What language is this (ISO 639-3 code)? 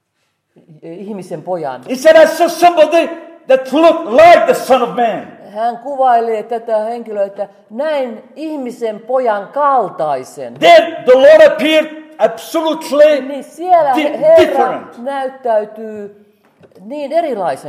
fin